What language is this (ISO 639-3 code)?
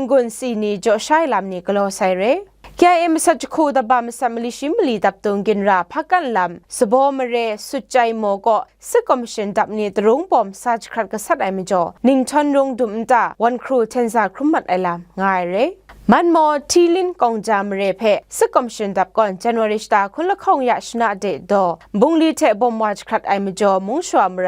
kac